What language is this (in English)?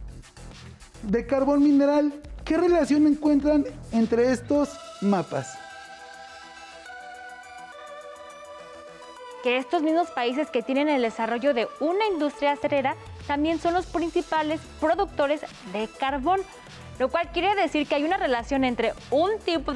Spanish